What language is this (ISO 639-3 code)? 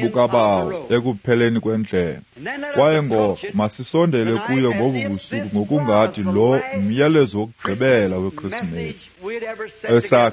xho